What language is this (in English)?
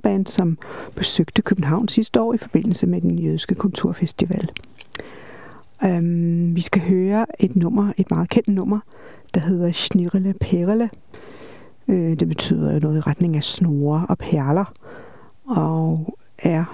Danish